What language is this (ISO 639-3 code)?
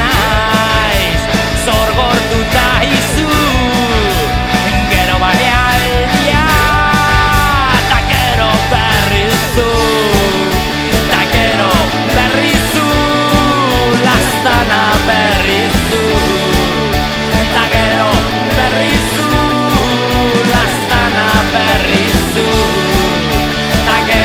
eus